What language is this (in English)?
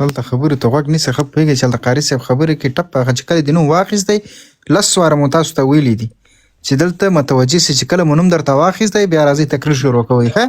Pashto